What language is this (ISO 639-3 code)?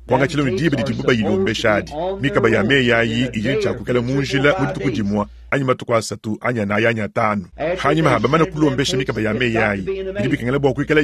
lua